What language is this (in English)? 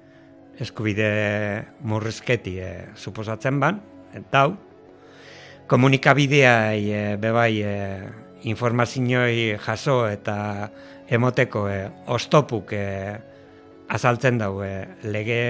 Basque